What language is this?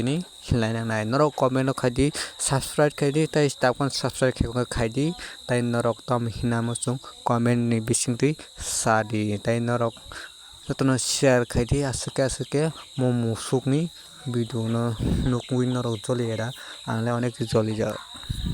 Kok Borok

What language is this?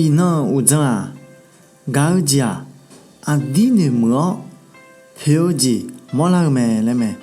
Akha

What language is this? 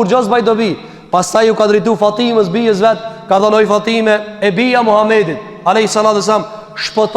Albanian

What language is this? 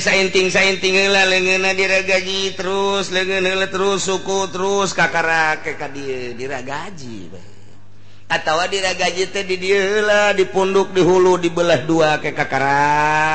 Sundanese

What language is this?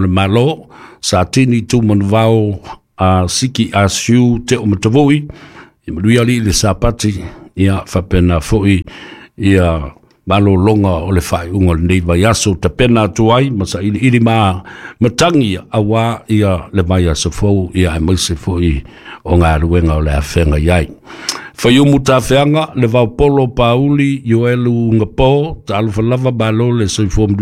Samoan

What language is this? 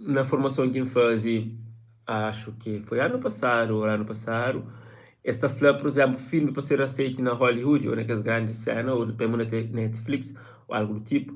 Kabuverdianu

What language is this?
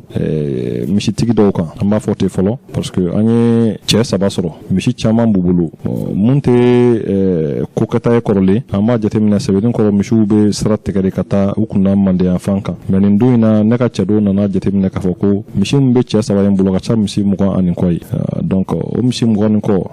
Bambara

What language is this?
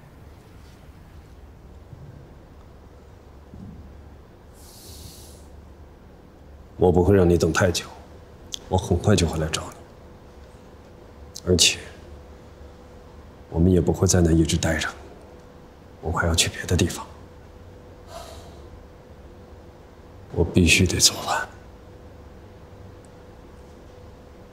Chinese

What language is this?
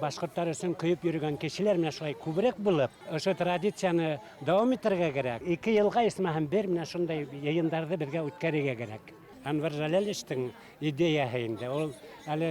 Bashkir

